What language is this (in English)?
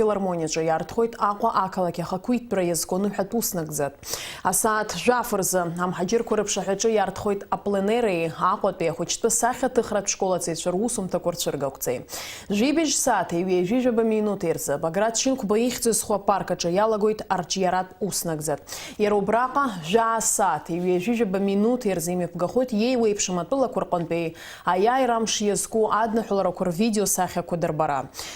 Abkhazian